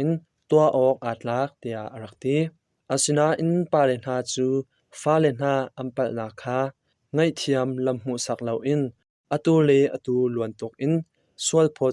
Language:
Hakha Chin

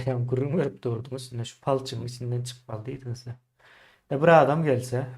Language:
Turkmen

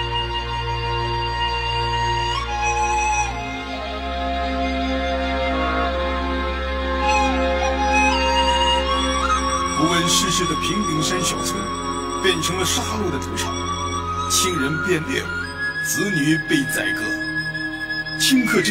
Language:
Chinese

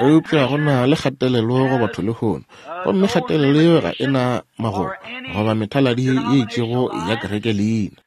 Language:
Northern Sotho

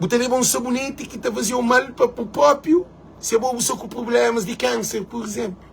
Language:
Kabuverdianu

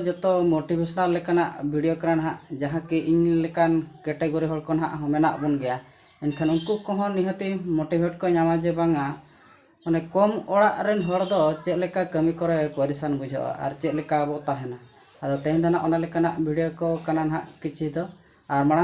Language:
Santali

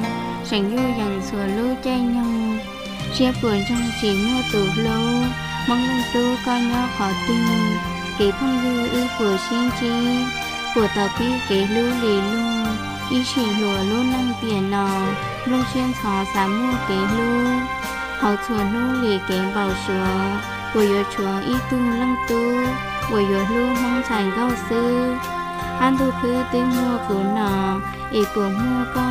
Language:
Hmong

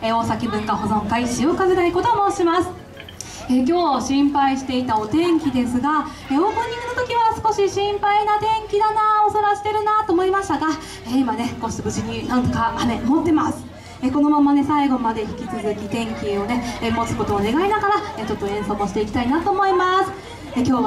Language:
Japanese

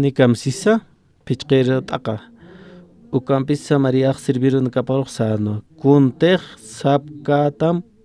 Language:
Aymara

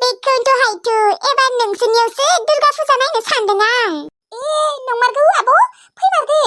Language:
Bodo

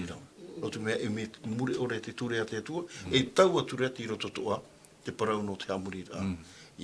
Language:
Tahitian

